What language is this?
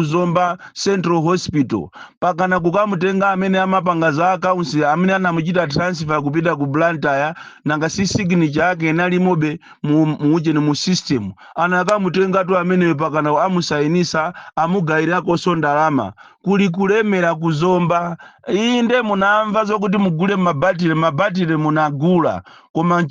Nyanja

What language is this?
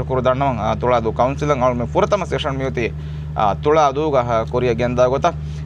Divehi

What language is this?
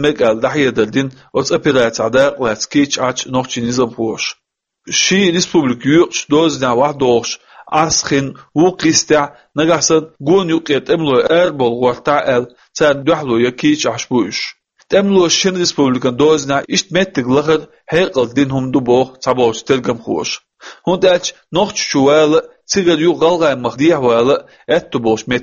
Chechen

